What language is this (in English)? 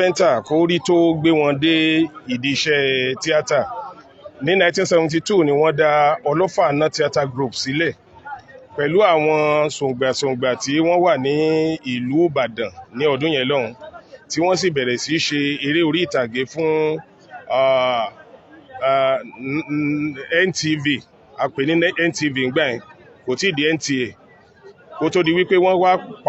Yoruba